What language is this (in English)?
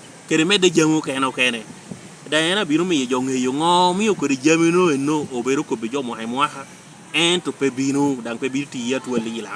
Lango (Uganda)